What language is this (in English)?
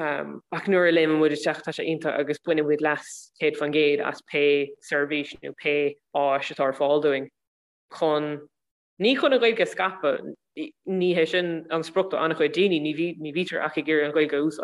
Irish